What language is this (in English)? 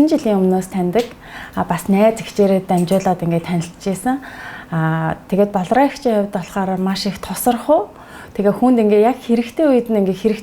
Mongolian